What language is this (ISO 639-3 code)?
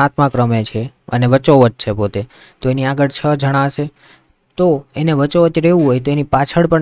guj